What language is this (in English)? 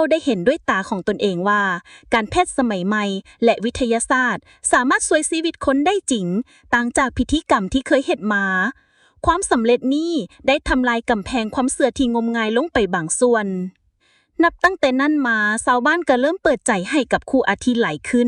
Lao